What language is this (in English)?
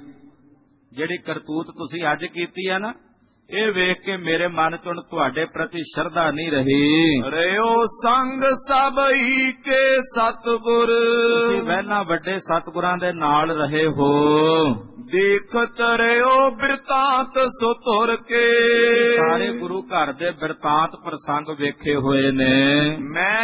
Punjabi